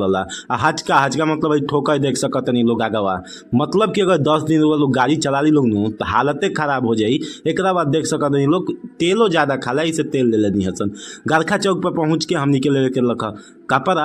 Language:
Bhojpuri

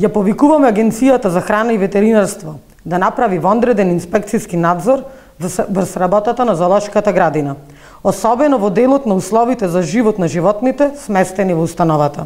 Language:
Macedonian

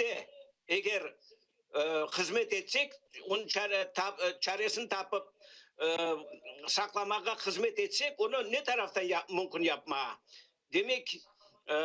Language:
Crimean Tatar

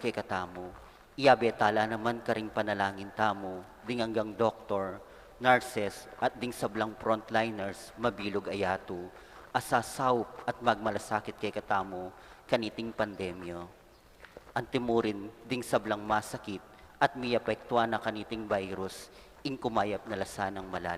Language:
Pampanga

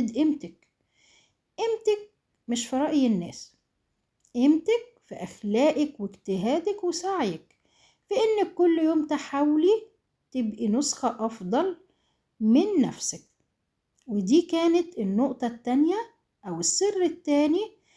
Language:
Egyptian Arabic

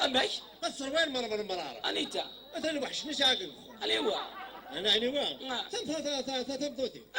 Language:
Kabyle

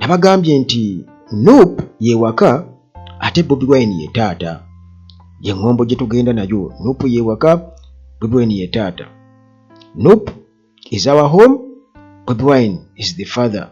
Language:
Ganda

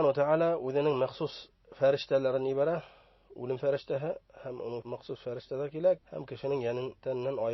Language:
Bashkir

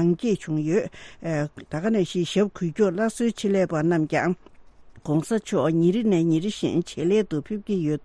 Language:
Tibetan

